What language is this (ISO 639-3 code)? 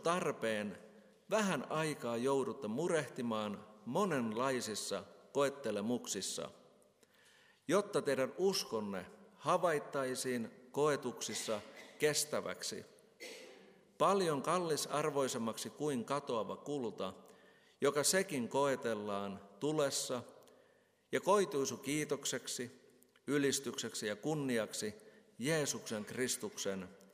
fin